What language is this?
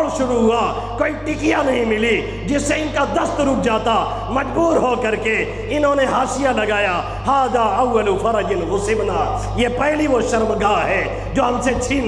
Urdu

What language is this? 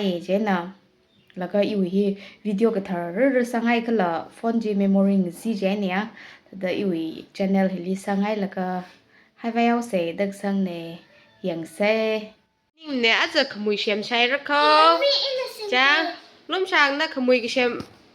Tangkhul Naga (India)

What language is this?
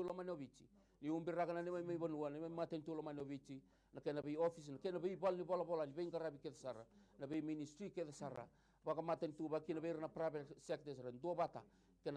Fijian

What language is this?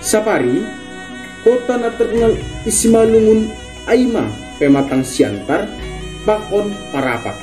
Batak Simalungun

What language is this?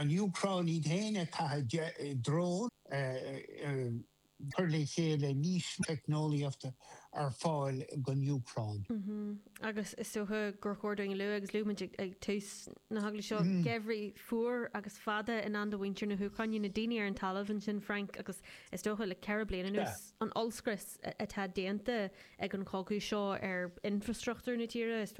Irish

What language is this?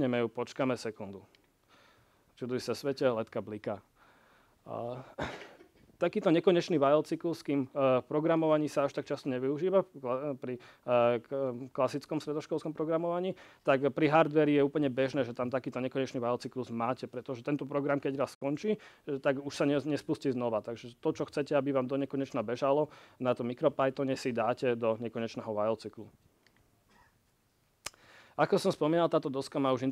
Slovak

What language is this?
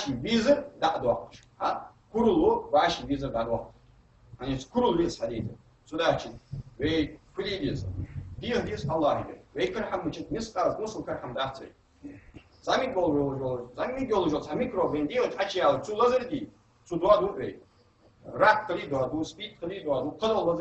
Ingush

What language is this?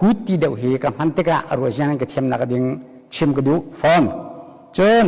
Hakha Chin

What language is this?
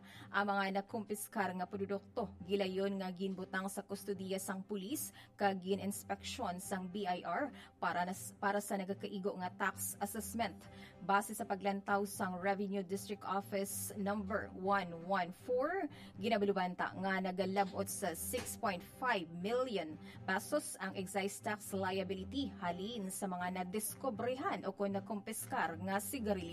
Hiligaynon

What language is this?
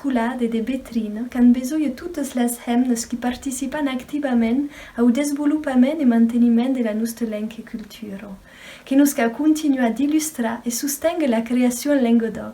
Occitan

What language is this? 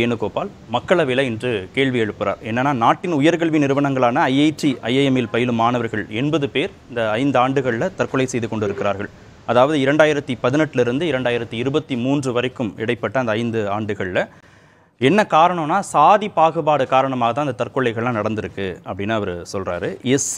Tamil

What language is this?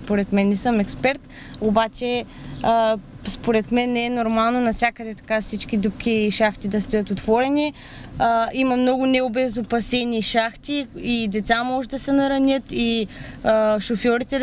Bulgarian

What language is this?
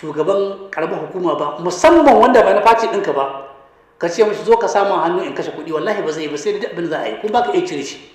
Hausa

